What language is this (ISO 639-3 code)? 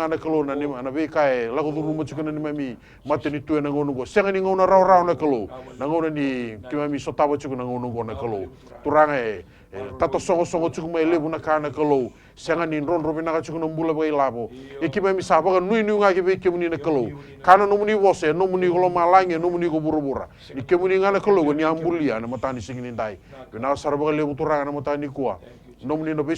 fij